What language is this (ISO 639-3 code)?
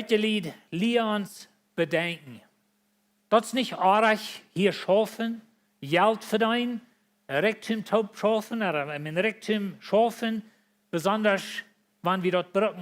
pdt